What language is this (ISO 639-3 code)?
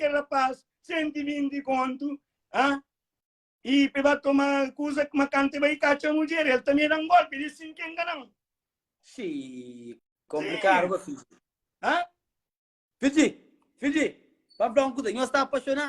kea